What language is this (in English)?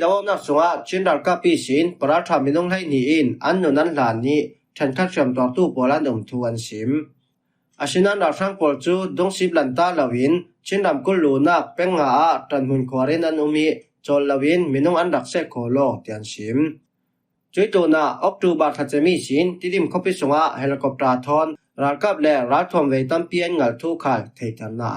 Falam Chin